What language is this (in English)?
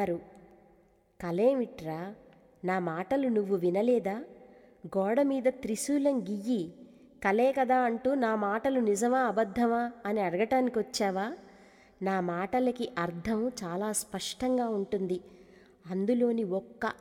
Telugu